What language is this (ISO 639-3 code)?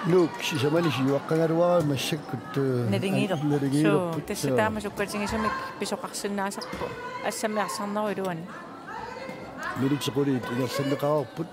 kal